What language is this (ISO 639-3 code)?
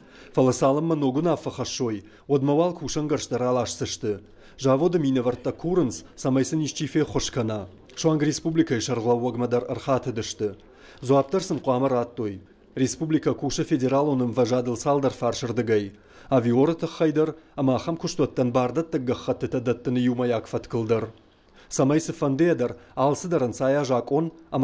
oss